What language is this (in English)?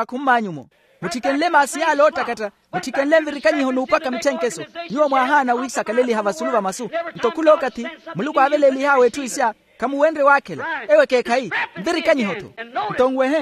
Makhuwa